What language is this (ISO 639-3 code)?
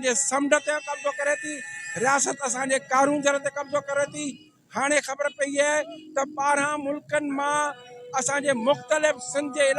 snd